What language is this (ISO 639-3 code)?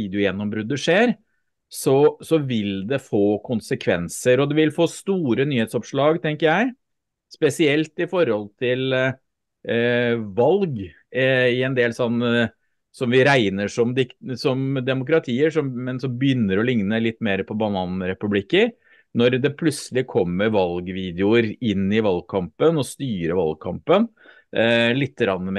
nor